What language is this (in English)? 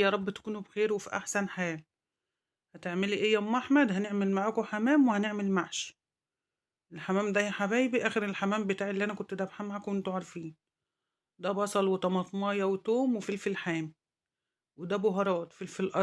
Egyptian Arabic